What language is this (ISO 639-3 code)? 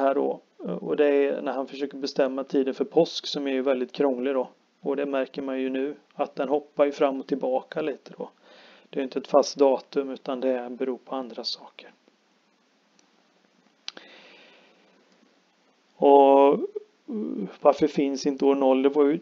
swe